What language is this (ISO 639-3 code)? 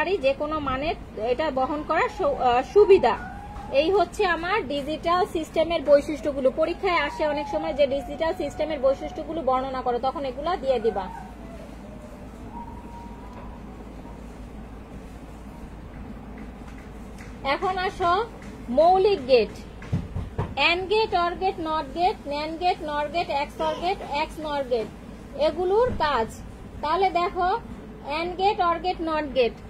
ben